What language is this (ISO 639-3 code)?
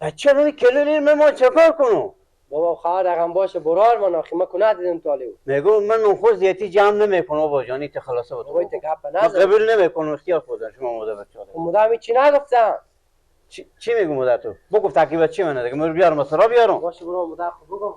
fas